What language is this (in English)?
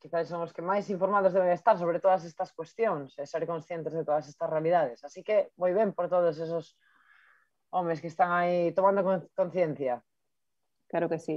Galician